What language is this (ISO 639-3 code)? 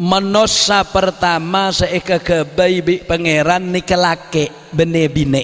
mad